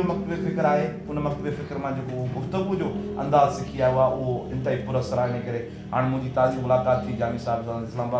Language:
Sindhi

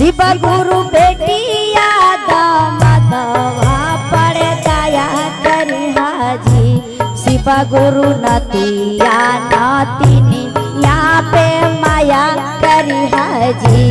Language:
Magahi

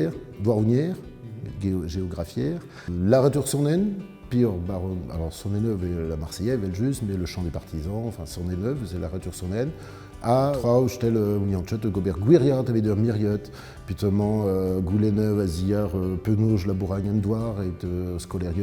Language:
Breton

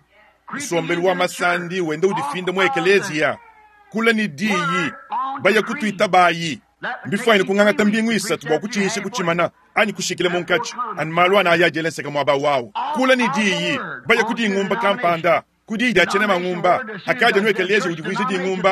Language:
Luba-Lulua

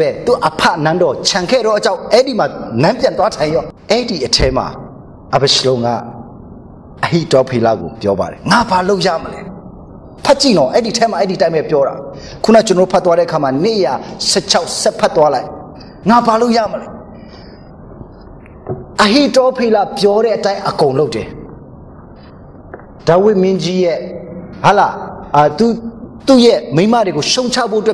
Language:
Burmese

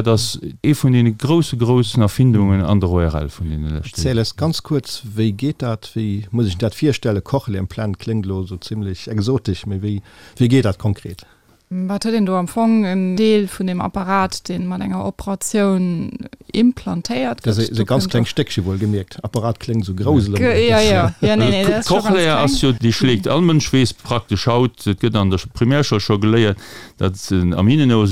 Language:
Luxembourgish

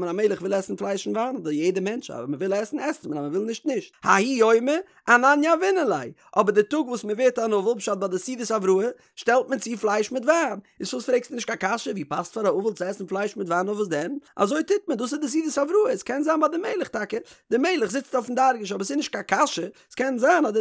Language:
Yiddish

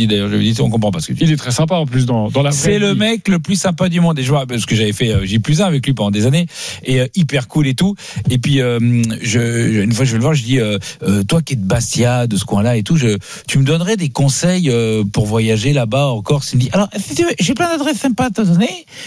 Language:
French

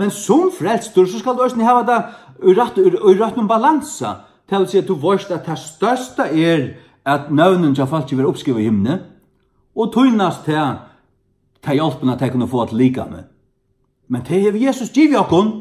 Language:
Faroese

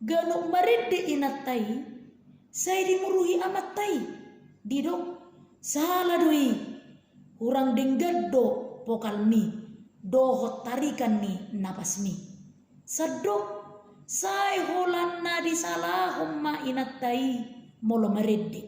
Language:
Batak Toba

